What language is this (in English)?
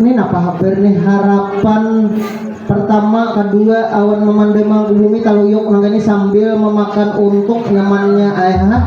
Banjar